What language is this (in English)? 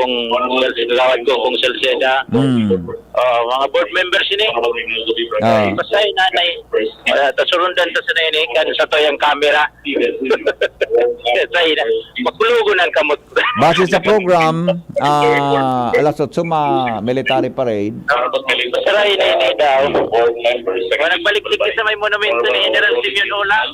Bikol